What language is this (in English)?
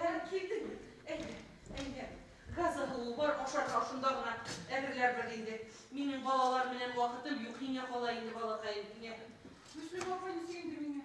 Bashkir